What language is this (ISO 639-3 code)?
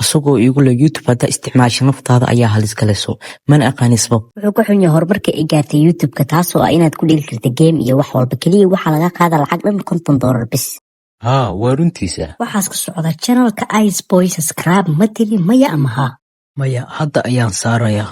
som